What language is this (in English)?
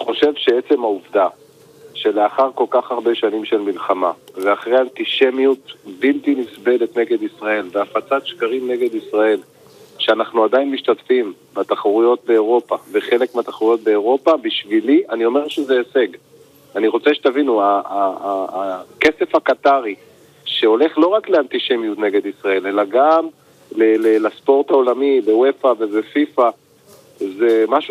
Hebrew